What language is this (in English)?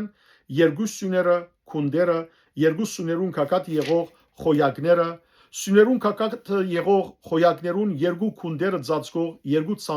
Western Armenian